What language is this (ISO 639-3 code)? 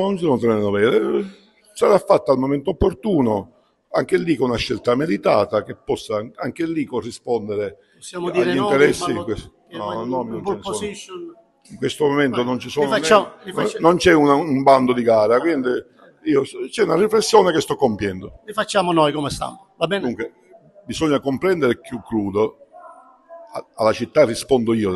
ita